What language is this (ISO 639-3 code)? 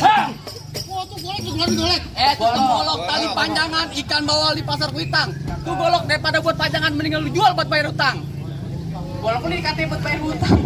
bew